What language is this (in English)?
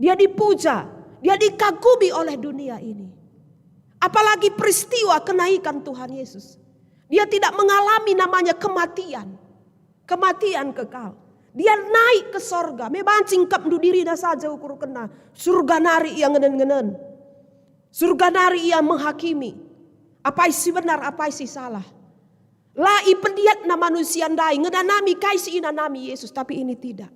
Batak Karo